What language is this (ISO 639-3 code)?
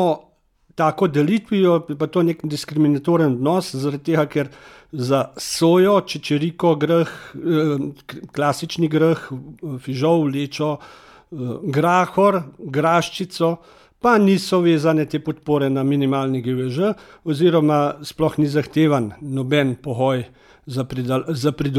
slv